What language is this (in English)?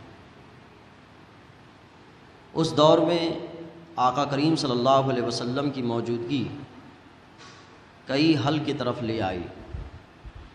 Urdu